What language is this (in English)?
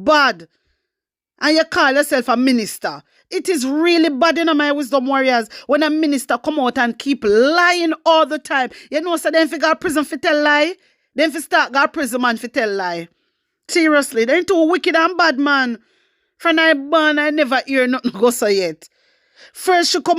Jamaican Creole English